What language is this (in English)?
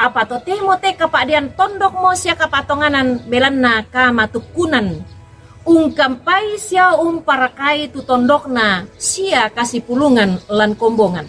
Toraja-Sa'dan